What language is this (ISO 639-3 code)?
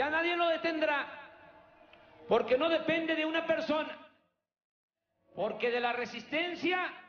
spa